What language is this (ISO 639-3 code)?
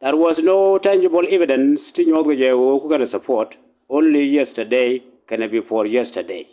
nus